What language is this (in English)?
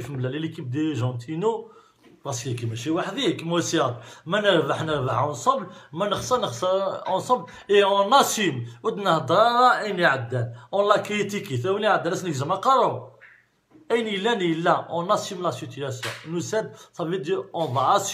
Kabyle